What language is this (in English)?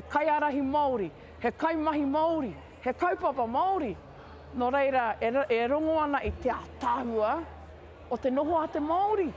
Māori